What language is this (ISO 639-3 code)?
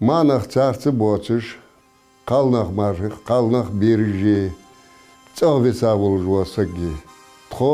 inh